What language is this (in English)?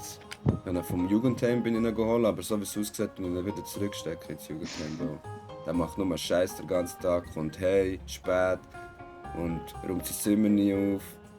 Swiss German